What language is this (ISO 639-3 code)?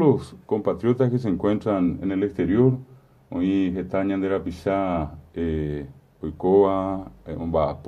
grn